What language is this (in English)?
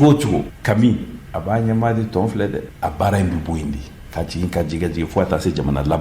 Bambara